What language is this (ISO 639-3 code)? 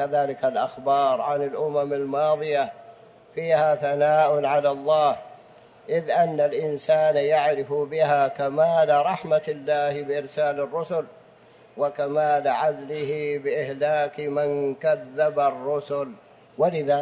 ara